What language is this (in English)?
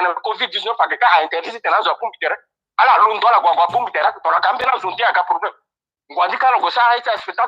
Sango